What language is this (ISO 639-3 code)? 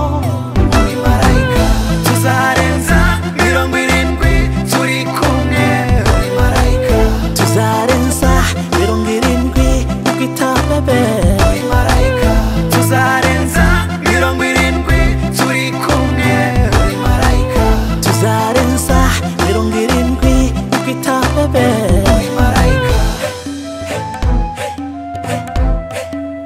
kin